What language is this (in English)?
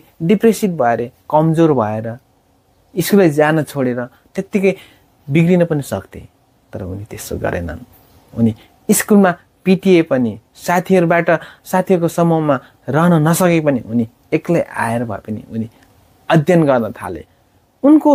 Nepali